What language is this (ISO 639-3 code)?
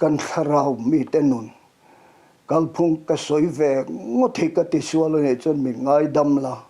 lus